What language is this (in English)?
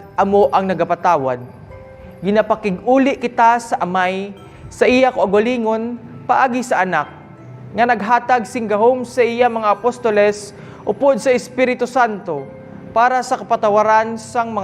Hiligaynon